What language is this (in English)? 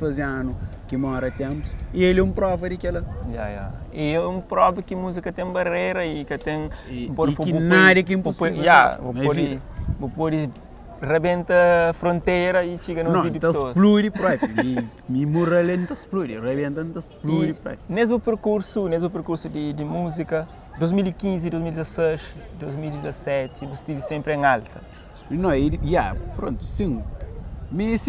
Kabuverdianu